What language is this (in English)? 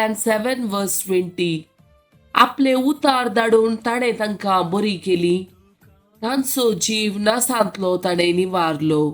Konkani